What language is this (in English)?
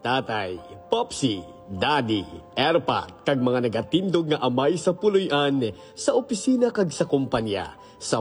Hiligaynon